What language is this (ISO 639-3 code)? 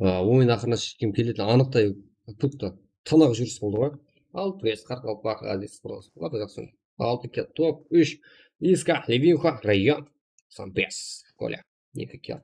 kaa